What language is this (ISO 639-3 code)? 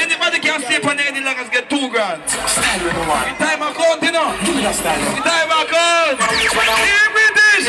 jam